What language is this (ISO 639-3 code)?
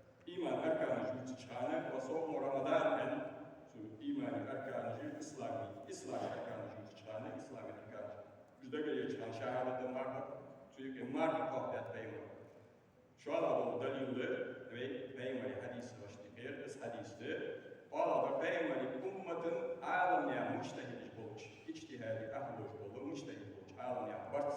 inh